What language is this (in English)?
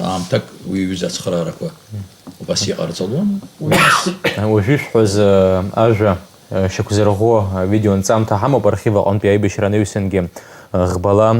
Abkhazian